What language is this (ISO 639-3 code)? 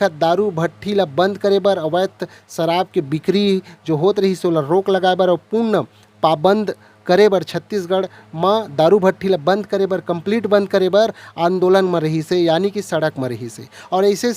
hne